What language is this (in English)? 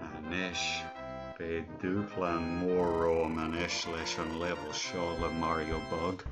Irish